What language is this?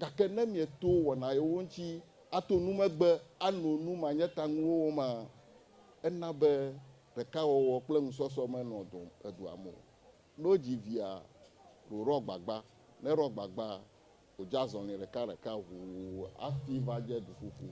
Ewe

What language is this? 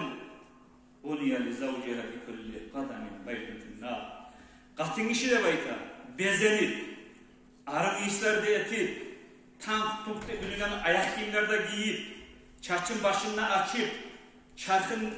Kumyk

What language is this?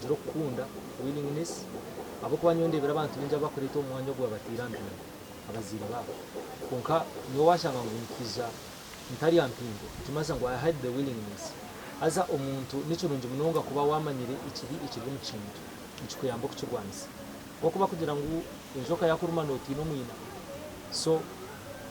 Nyankole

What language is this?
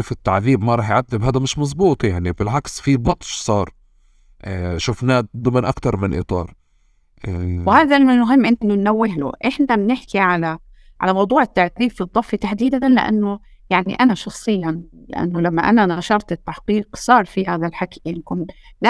North Levantine Arabic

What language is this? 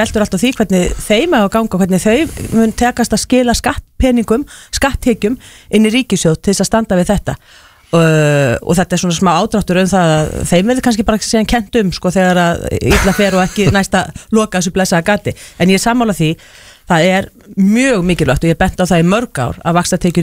Icelandic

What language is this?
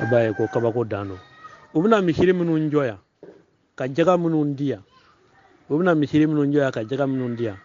Bambara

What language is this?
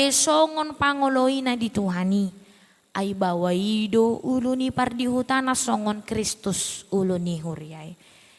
Batak Toba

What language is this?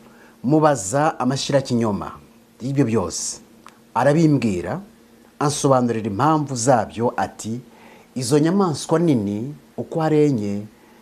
Kinyarwanda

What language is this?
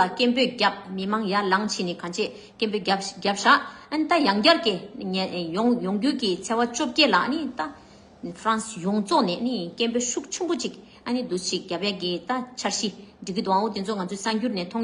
Tibetan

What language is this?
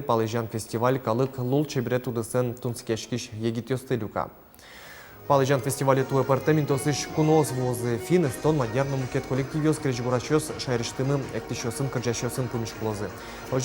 Udmurt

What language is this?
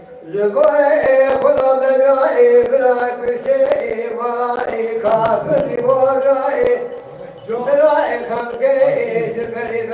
Kurdish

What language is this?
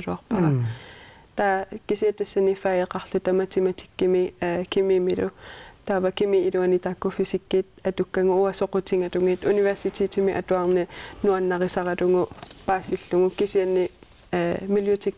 Kalaallisut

